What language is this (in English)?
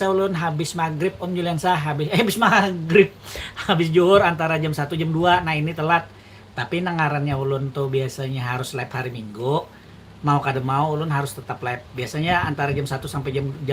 Banjar